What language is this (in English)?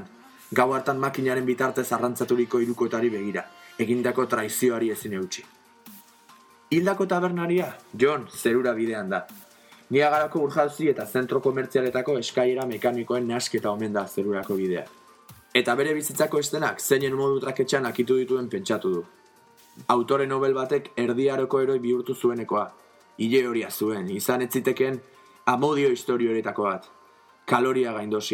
Basque